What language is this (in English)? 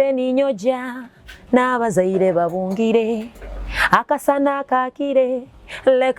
Nyoro